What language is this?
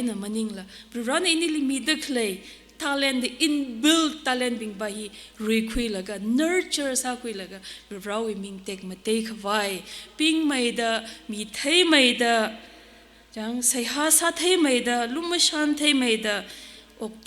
Tangkhul Naga (India)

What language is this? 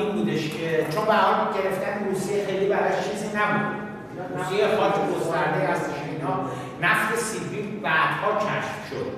Persian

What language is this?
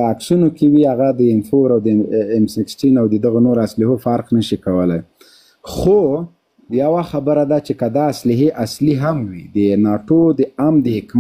Pashto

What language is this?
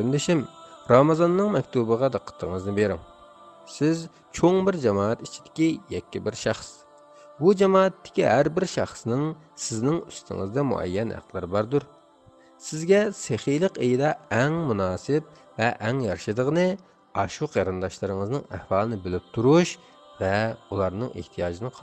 Uyghur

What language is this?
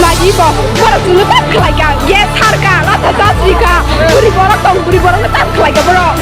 Kok Borok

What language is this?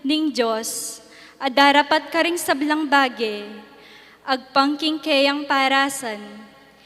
Pampanga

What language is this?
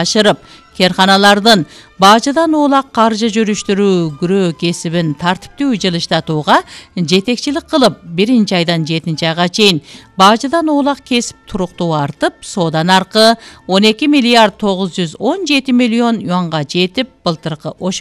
Kyrgyz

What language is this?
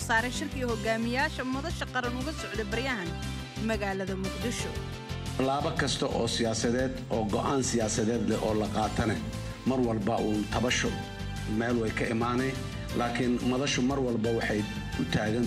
Somali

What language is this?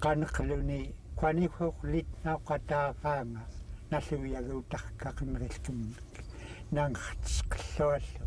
Central Yupik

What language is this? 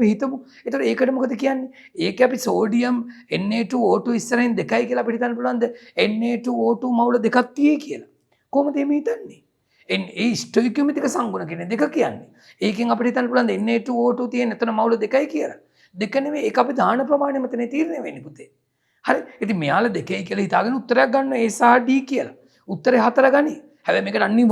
Sinhala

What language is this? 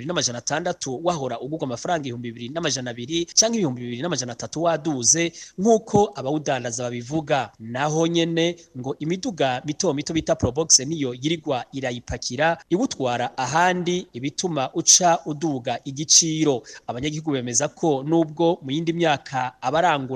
Rundi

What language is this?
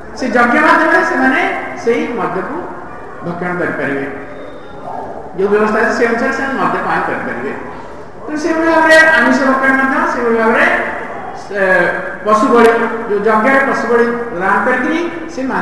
Odia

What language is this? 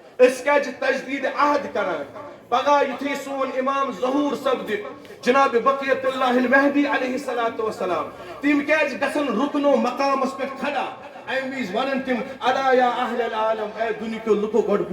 Kashmiri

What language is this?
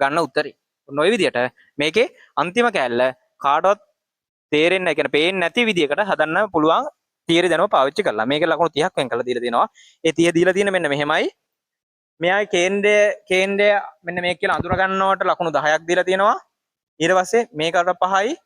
Sinhala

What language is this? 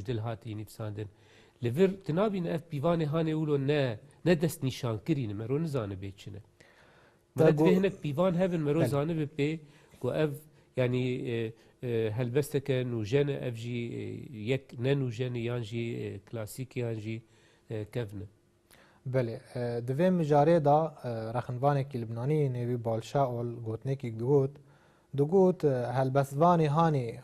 Kurdish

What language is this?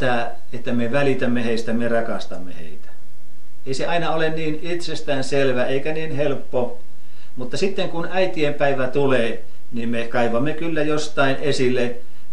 Finnish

